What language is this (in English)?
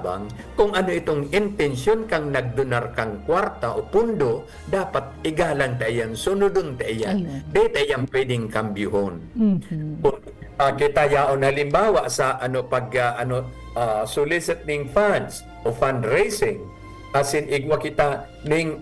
Bikol